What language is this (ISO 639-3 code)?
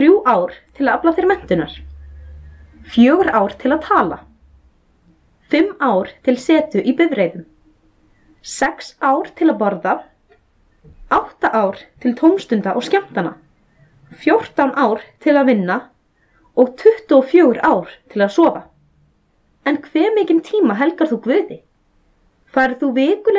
isl